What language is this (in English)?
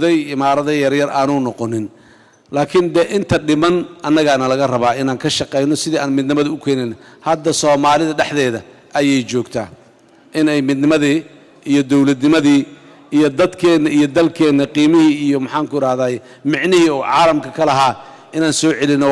Somali